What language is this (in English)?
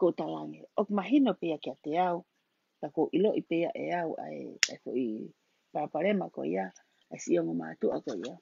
Tongan